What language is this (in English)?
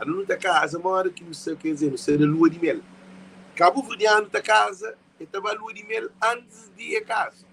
Kabuverdianu